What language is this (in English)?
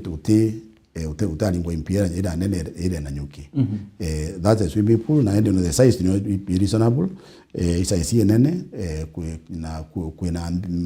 Meru